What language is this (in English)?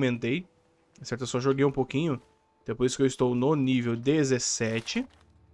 Portuguese